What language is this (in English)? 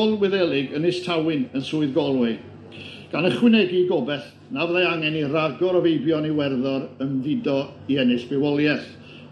Welsh